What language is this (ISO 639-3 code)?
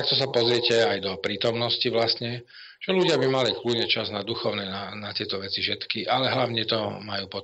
slk